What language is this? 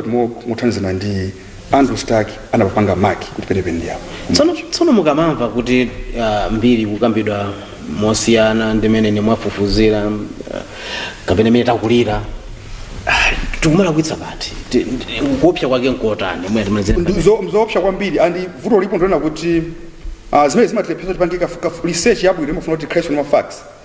Nyanja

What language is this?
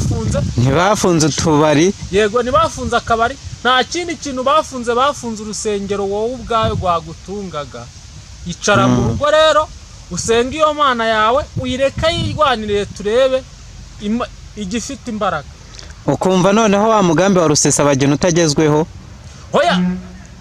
Kinyarwanda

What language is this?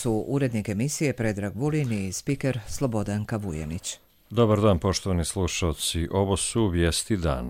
Croatian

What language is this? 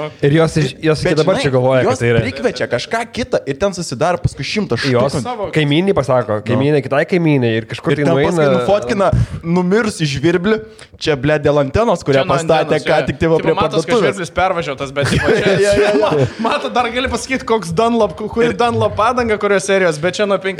Lithuanian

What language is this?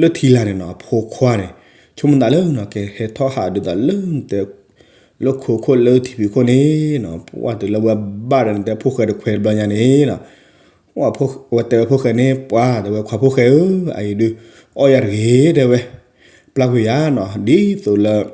S'gaw Karen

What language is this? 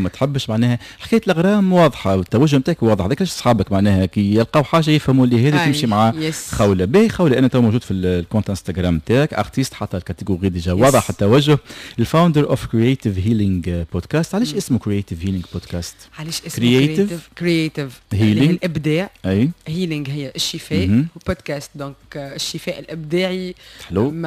Tunisian Arabic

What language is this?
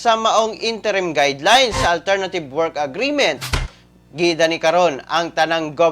Cebuano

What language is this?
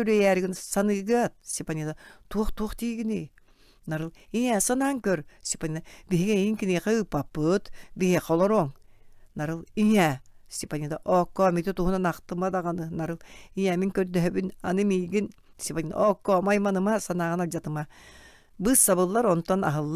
Yakut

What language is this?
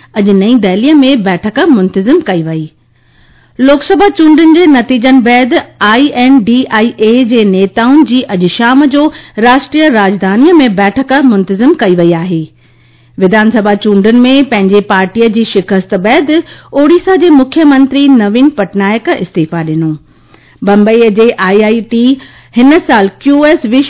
Sindhi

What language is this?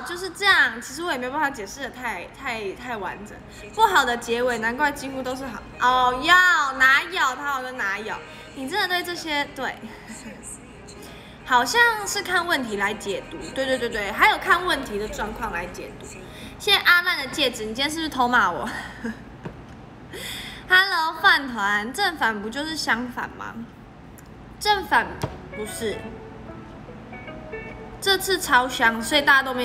Chinese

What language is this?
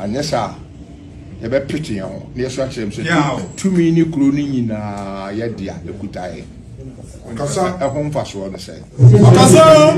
Akan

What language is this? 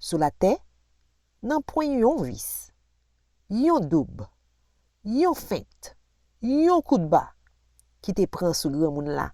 Haitian Creole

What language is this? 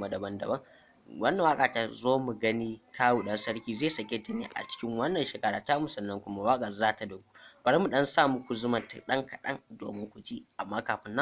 Hausa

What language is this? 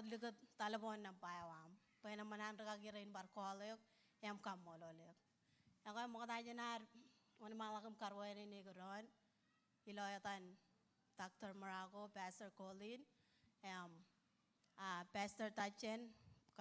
Marshallese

